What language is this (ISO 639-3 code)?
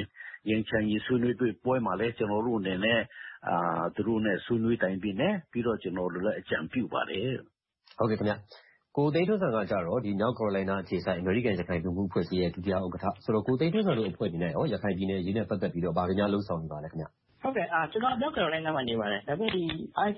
mya